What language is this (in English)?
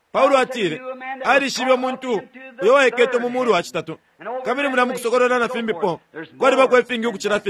Bemba